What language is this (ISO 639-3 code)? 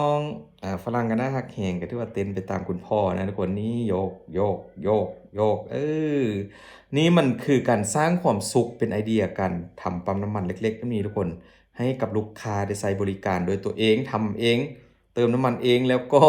lao